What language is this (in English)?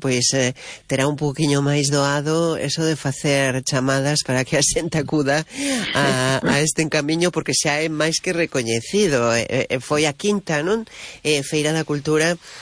Galician